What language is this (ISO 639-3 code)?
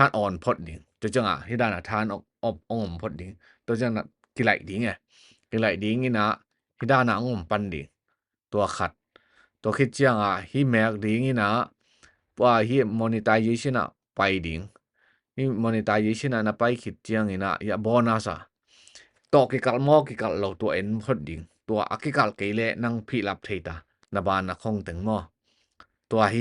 ctd